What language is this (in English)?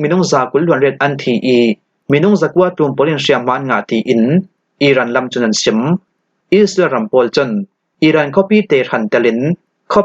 Falam Chin